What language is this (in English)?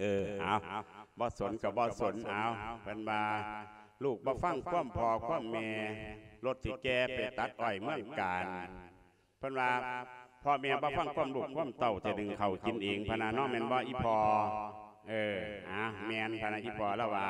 Lao